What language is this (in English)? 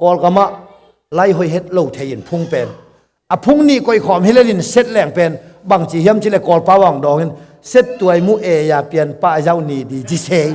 Tedim Chin